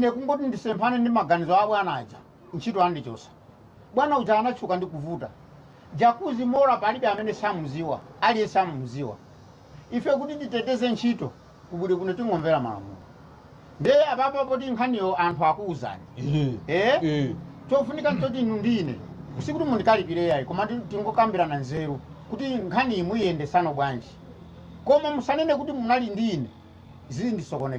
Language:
Nyanja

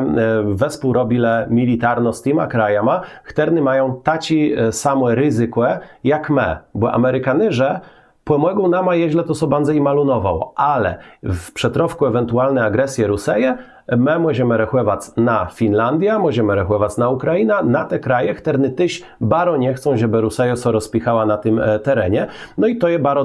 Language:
Kashubian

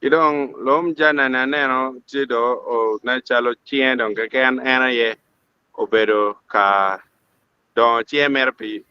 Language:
Acoli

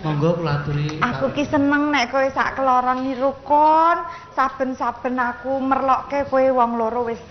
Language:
Javanese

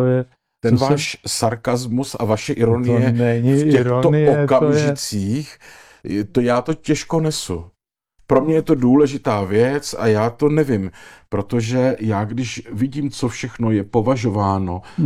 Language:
Czech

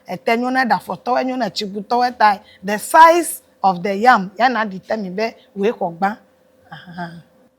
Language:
Ewe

